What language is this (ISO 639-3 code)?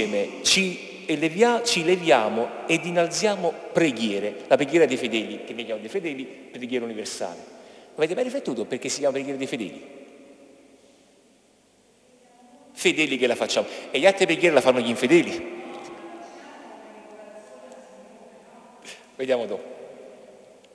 ita